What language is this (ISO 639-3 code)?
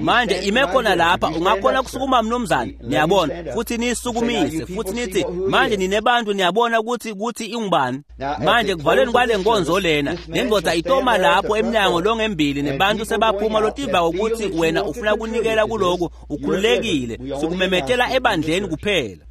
ssw